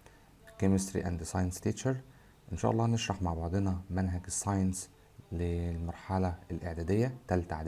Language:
Egyptian Arabic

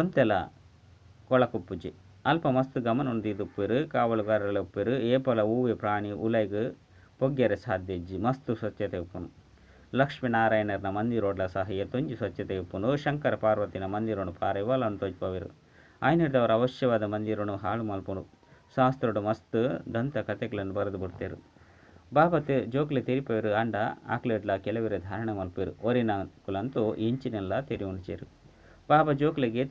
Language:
Tulu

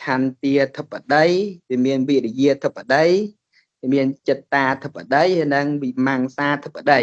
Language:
Khmer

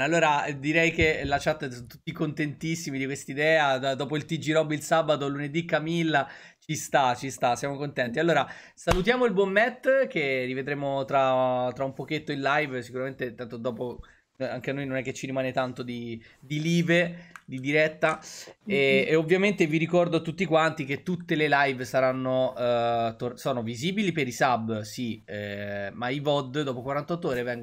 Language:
Italian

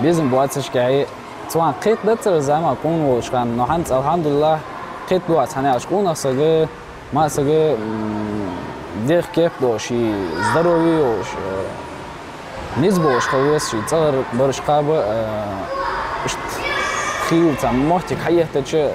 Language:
Ingush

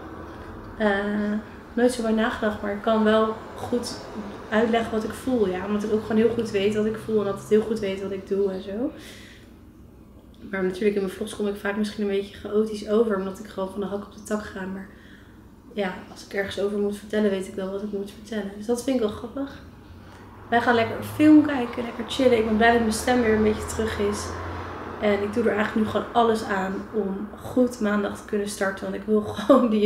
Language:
Dutch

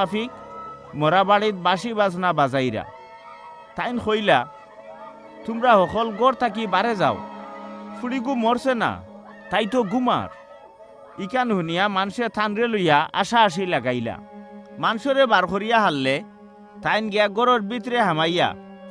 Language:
Sylheti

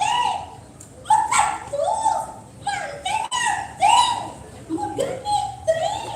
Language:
Balinese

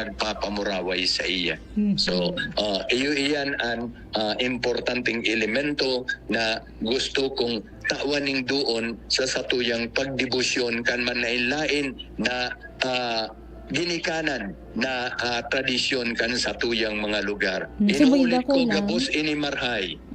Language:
Bikol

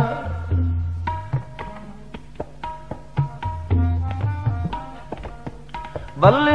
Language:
Hindi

